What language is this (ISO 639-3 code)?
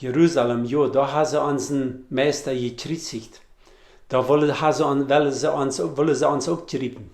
pdt